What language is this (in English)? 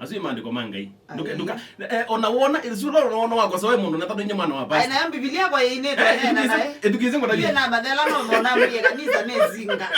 Kamba